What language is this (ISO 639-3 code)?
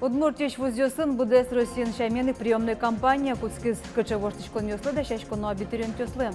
udm